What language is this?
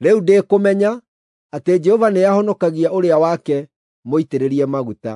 Kikuyu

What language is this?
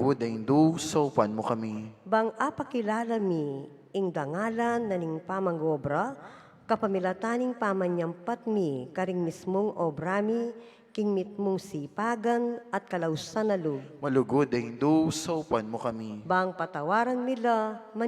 Pampanga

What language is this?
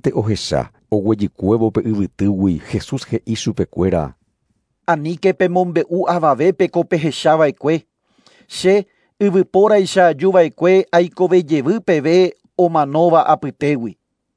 Guarani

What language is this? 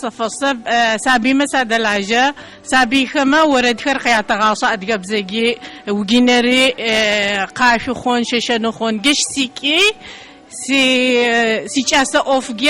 Adyghe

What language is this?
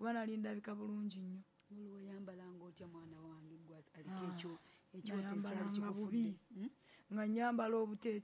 Ganda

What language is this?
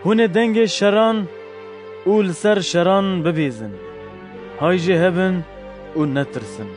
Kurdish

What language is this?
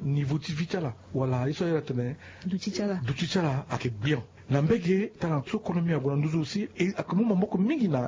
Sango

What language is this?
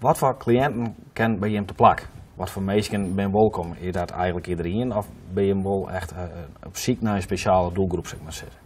Western Frisian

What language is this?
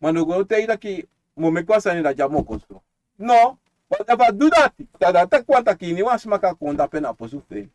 Sranan Tongo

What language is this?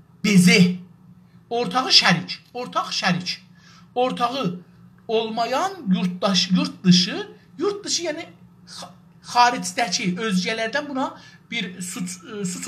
South Azerbaijani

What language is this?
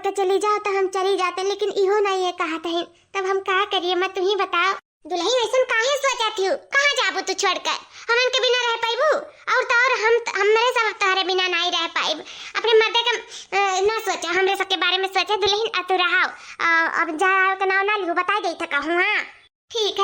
Awadhi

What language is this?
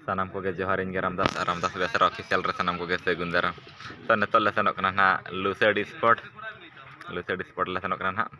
Santali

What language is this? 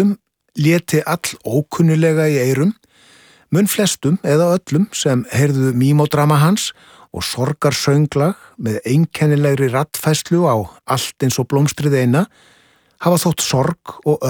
Icelandic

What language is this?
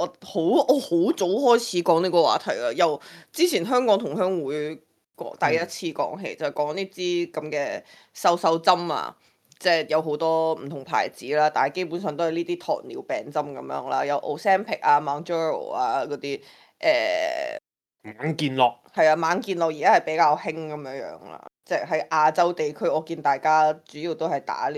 Cantonese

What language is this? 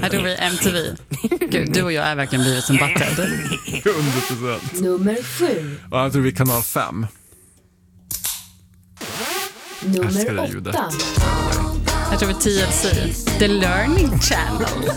Swedish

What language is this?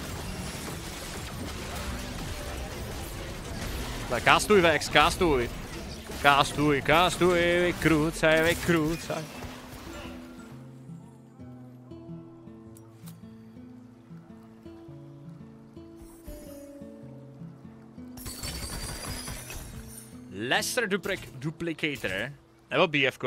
Czech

